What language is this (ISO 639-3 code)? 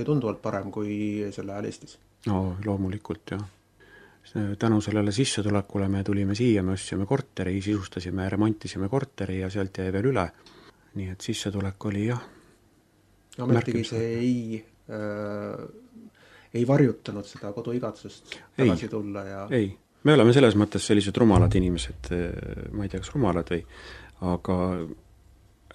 est